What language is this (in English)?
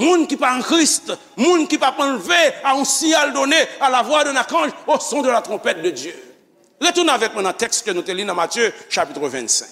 Haitian Creole